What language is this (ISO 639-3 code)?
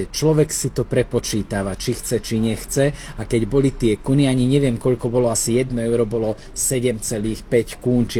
slk